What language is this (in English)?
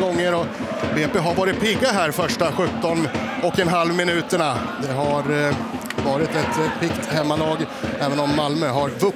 Swedish